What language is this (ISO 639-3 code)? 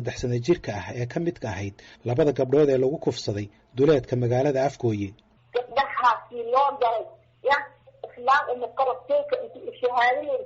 som